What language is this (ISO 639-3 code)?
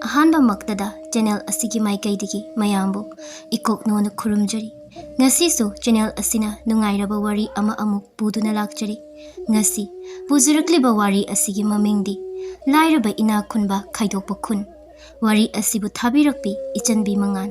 mni